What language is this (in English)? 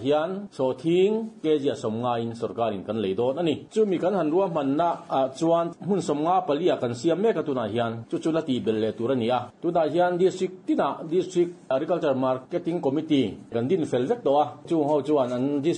Mizo